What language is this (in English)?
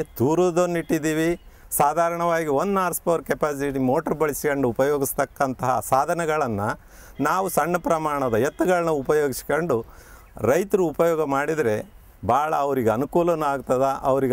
Kannada